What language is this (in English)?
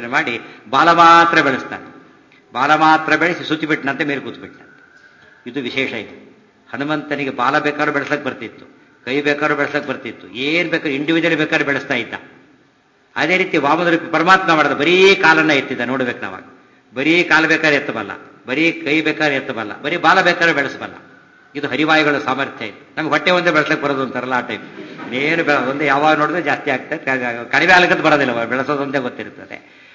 Kannada